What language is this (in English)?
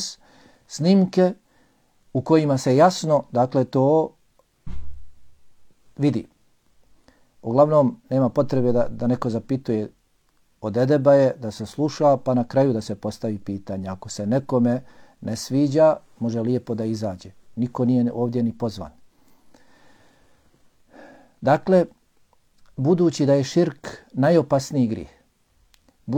Bosnian